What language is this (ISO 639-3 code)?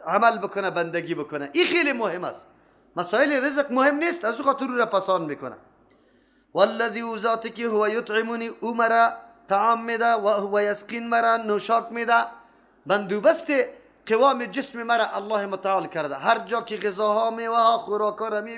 fas